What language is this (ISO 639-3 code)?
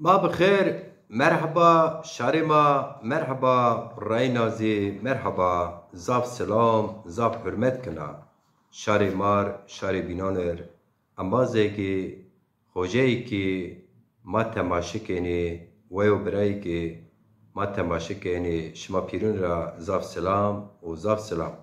zza